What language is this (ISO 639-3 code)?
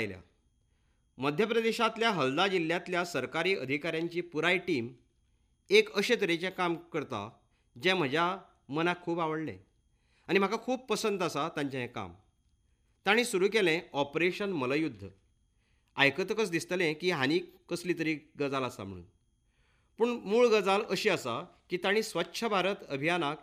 kok